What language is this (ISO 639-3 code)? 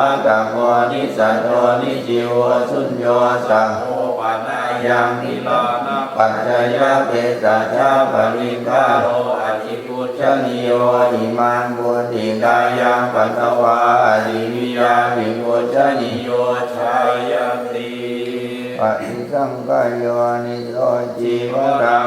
pli